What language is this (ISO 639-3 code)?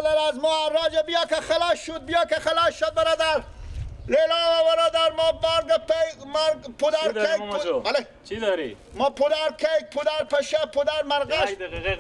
fas